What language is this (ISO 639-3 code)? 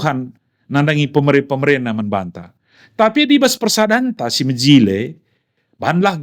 btx